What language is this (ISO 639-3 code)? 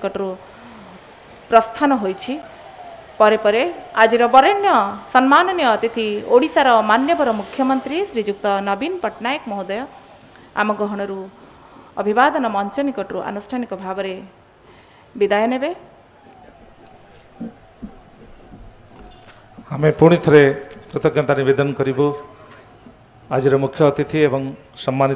ori